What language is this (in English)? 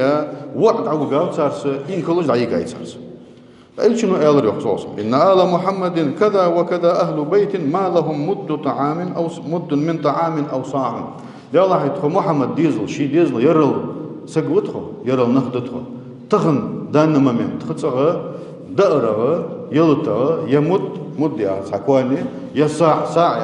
Ingush